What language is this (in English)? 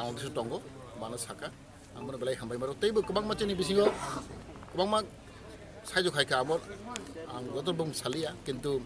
Kok Borok